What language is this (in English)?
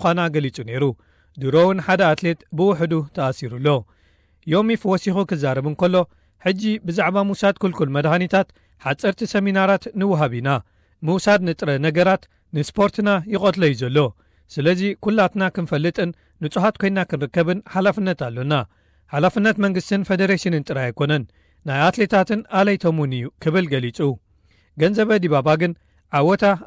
Tigrinya